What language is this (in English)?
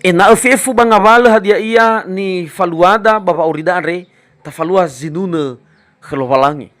Nias